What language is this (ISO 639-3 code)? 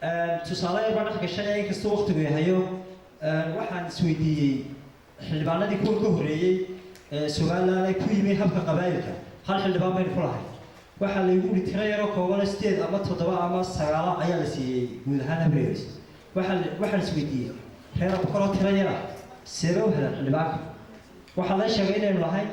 som